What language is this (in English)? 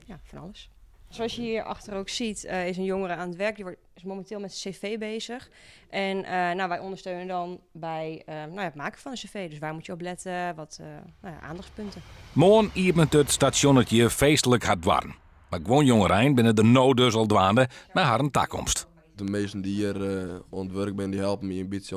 Western Frisian